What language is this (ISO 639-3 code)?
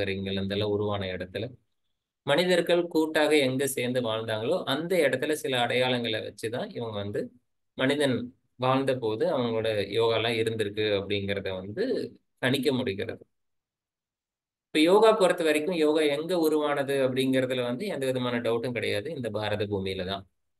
tam